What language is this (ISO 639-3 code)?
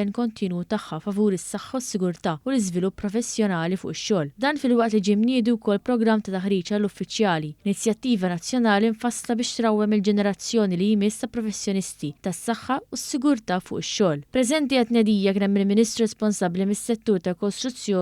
mlt